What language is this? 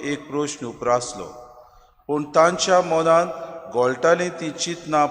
Konkani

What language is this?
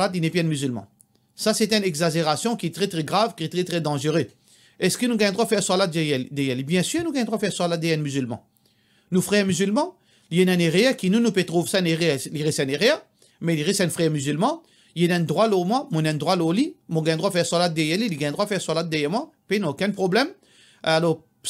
Morisyen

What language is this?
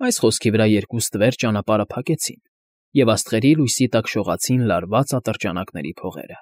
Armenian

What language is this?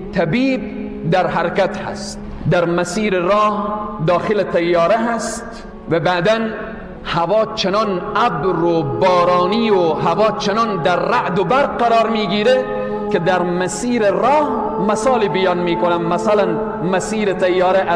Persian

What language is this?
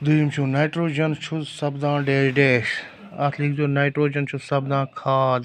Kashmiri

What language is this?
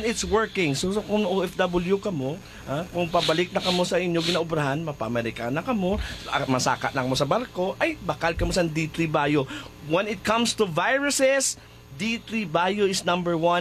Hiligaynon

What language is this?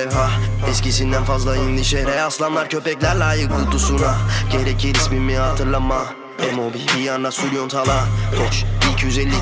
Turkish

